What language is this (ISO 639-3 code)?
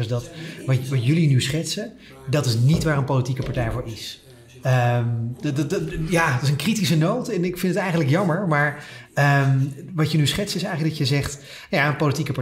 nld